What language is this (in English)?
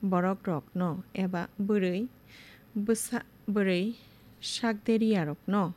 Kok Borok